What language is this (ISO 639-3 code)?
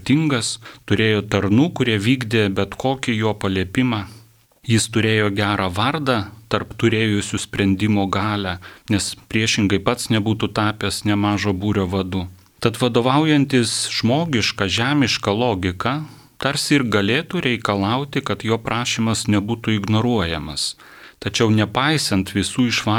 lit